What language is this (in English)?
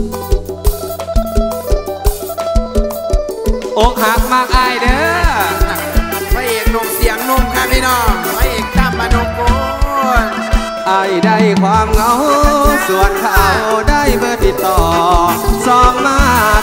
Thai